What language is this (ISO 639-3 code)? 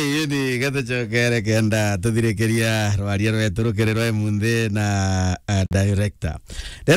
mer